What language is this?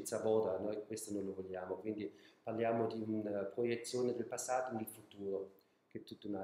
Italian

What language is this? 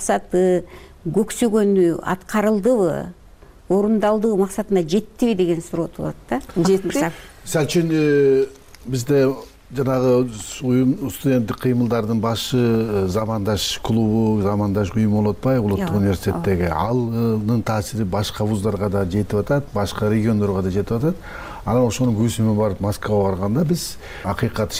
Kyrgyz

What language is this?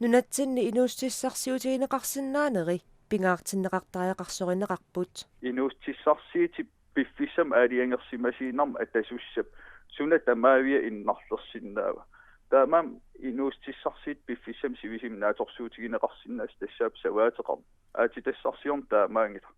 Kalaallisut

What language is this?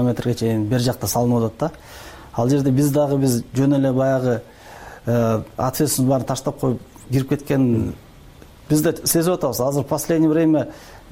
Kyrgyz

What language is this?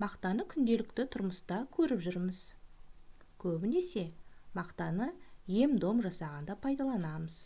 Kazakh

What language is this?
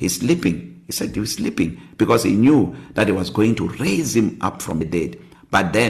English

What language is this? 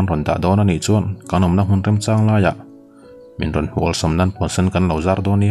Mizo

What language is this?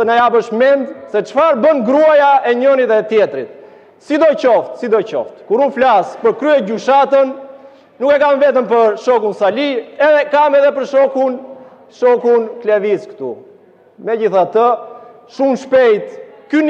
Albanian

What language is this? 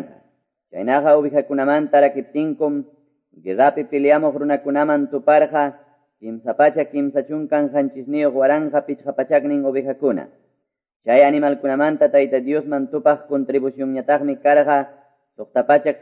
Quechua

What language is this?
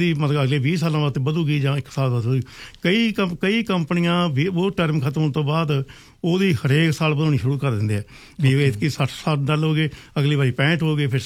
Punjabi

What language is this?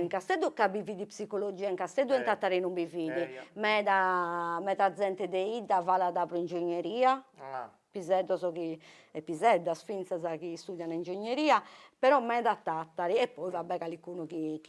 Sardinian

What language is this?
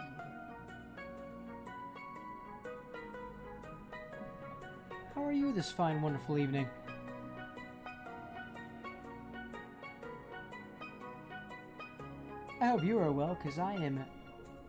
English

